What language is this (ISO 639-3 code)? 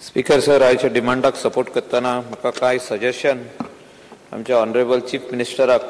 kok